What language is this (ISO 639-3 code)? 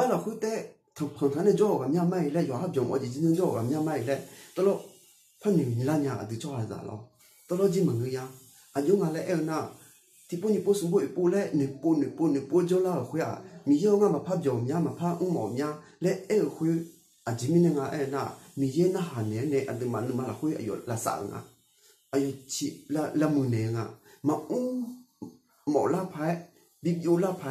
ahk